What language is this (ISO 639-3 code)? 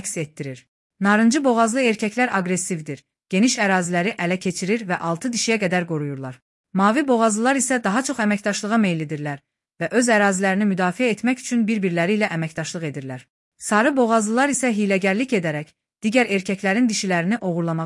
aze